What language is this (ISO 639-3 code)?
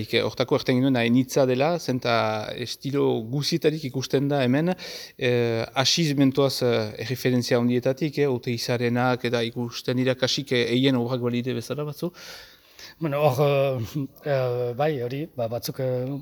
eus